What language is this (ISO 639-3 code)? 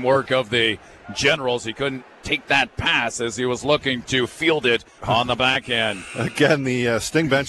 eng